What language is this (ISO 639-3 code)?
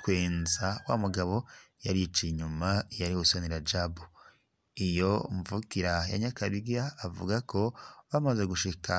run